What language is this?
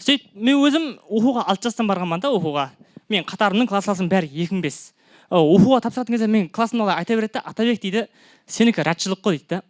Kara-Kalpak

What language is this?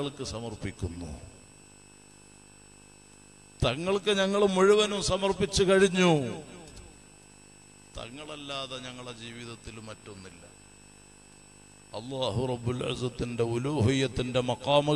Malayalam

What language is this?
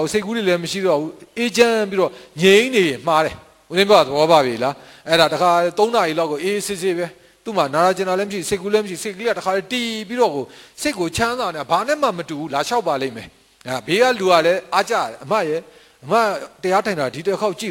Burmese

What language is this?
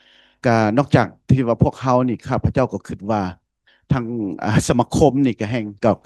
Lao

